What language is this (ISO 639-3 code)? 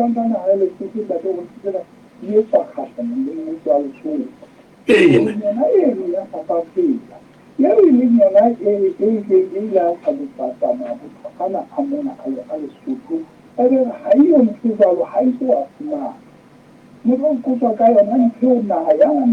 sot